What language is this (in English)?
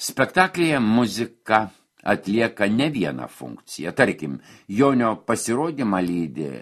Lithuanian